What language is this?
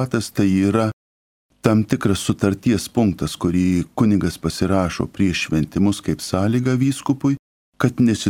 Lithuanian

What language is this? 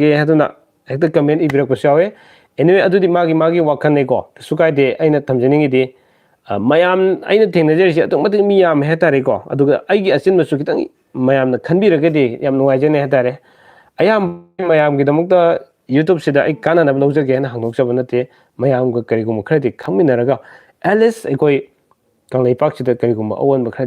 Manipuri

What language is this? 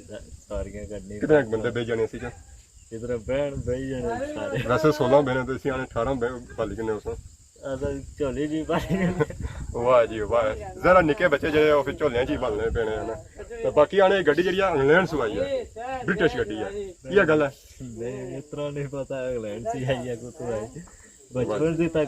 Pahari-Potwari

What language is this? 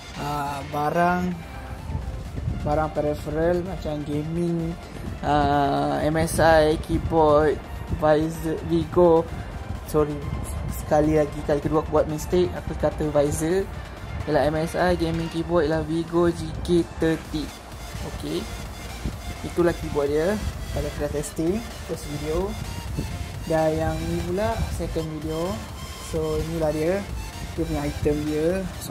Malay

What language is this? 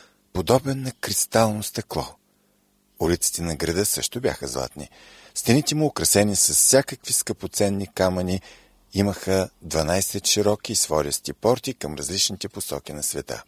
Bulgarian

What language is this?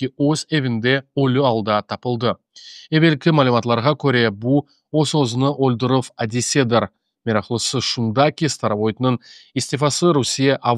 Crimean Tatar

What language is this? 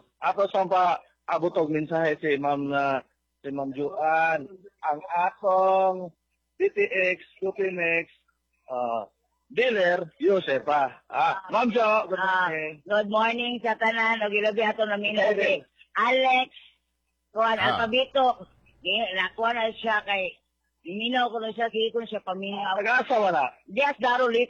Cebuano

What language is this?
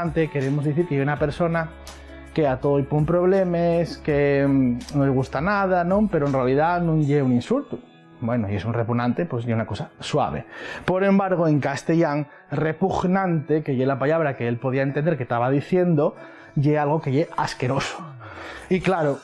Asturian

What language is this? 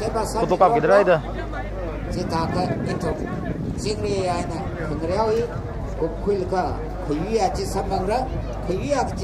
Tangkhul Naga (India)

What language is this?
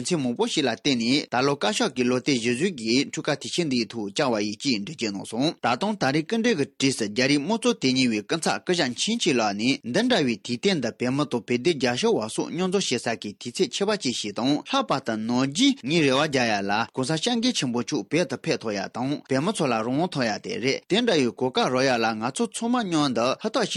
Tibetan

